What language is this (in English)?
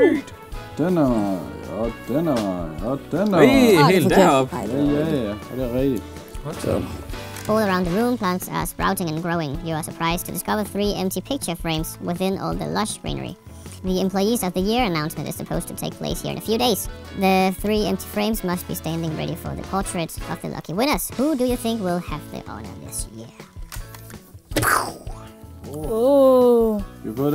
Danish